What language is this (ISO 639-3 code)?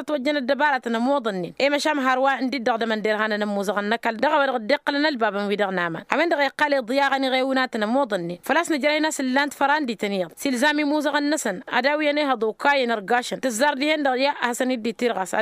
taq